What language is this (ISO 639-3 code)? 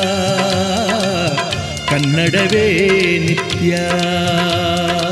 kan